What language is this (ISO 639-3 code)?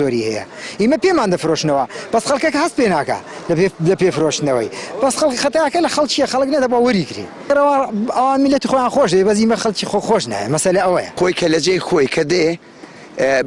ckb